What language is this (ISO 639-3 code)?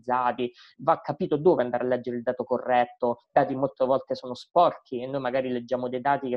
ita